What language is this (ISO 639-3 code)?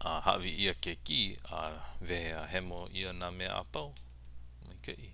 haw